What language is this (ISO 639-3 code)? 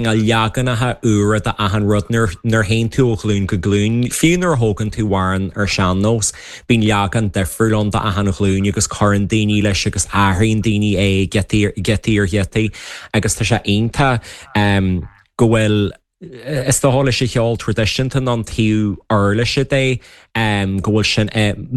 gle